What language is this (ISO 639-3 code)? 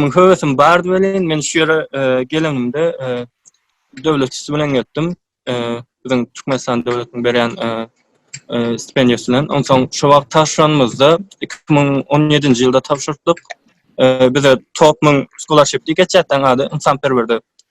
tuk